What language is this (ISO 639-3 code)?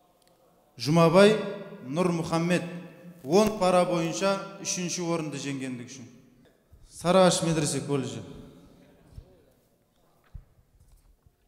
kaz